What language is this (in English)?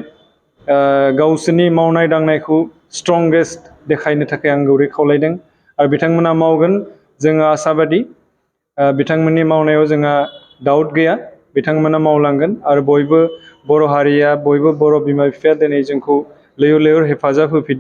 Bodo